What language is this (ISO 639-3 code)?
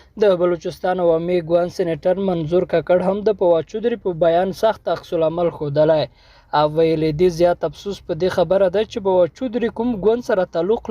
pus